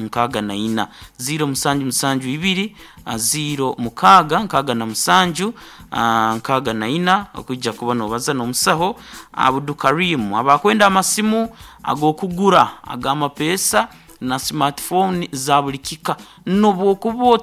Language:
Nyankole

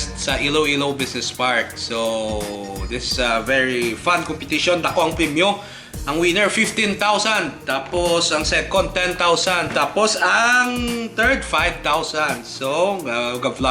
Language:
Hiligaynon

